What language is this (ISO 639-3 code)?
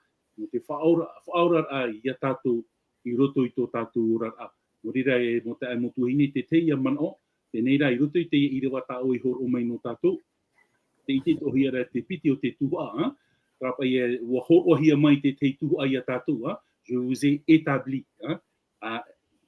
tah